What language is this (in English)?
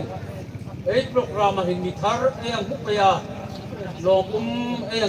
Hmar